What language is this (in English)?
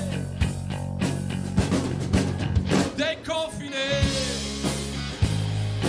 French